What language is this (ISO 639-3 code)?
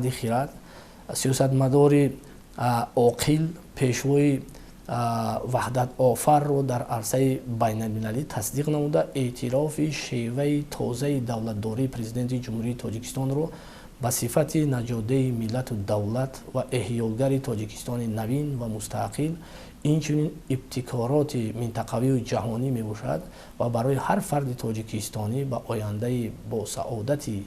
tgk